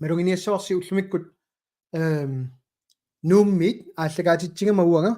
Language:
Kalaallisut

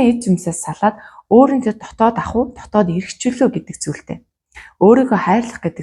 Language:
Mongolian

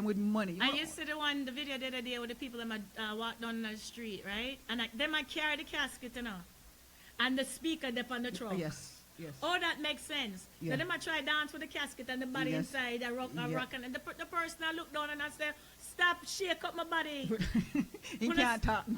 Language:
Jamaican Creole English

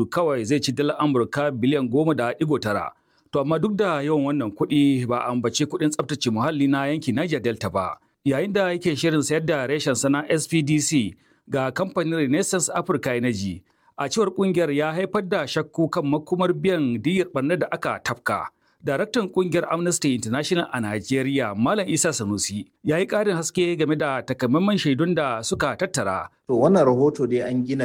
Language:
Hausa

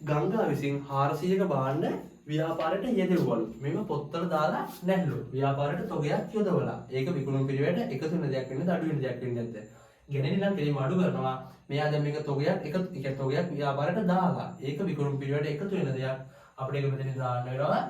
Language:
Sinhala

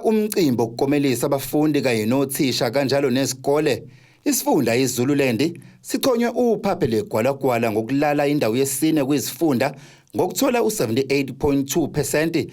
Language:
Zulu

